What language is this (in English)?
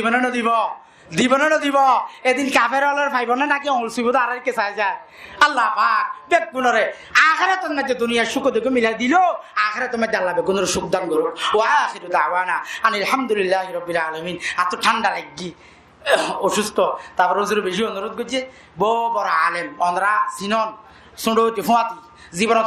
Rohingya